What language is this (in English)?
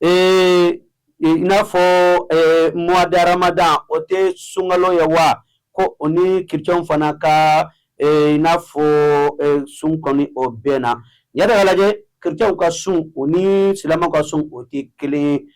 Bambara